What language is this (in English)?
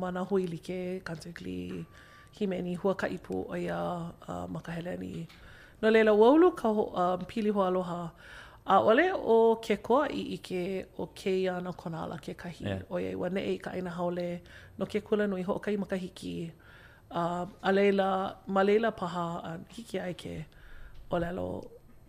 Hawaiian